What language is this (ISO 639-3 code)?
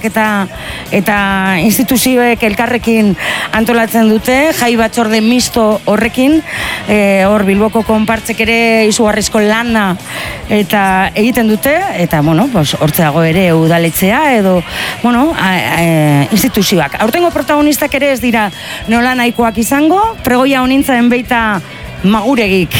eus